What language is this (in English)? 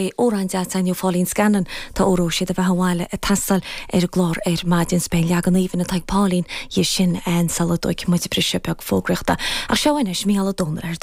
Irish